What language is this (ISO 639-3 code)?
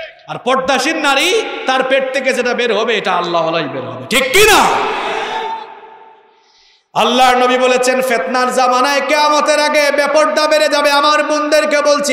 ben